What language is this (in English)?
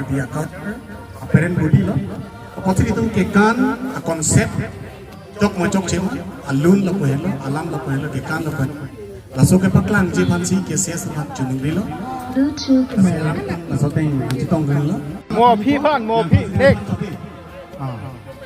Karbi